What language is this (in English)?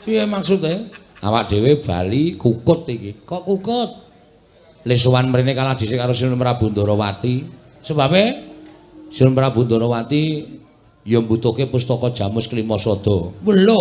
Javanese